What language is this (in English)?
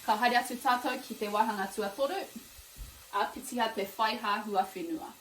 Māori